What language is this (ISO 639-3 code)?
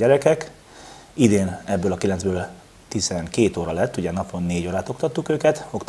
hun